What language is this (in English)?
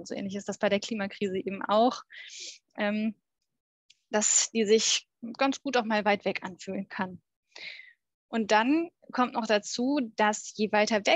German